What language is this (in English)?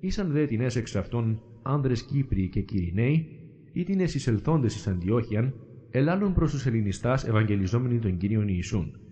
Greek